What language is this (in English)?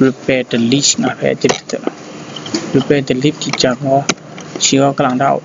Kachin